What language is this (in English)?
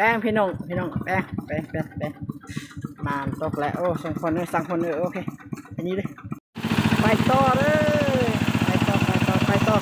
Lao